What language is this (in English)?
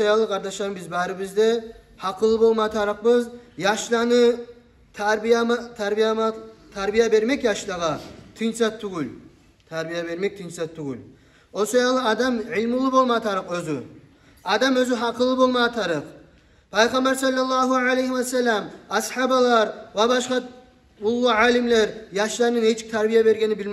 Kumyk